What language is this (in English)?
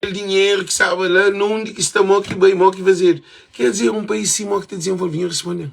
Kabuverdianu